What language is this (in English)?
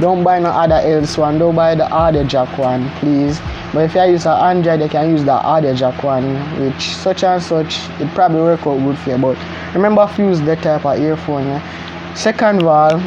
Jamaican Creole English